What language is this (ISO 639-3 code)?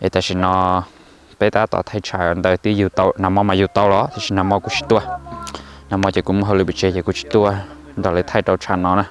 hmn